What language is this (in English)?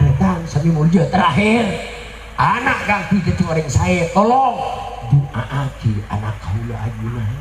Madurese